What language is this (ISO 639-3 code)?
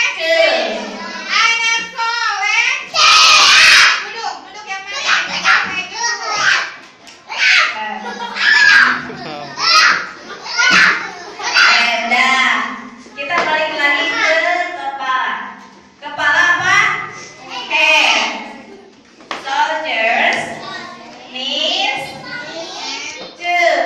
ind